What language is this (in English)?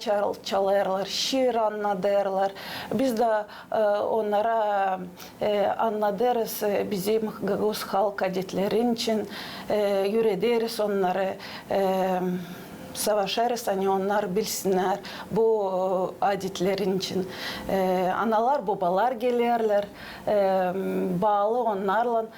Gagauz